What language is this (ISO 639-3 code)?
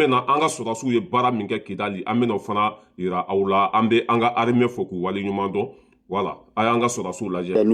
bam